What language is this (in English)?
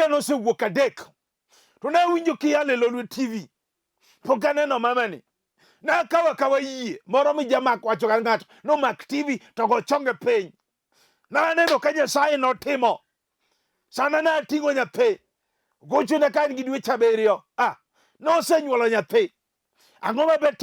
Luo (Kenya and Tanzania)